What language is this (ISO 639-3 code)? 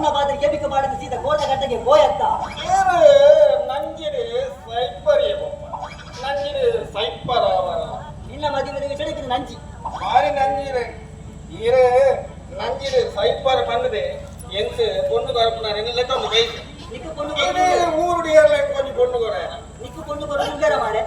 tcy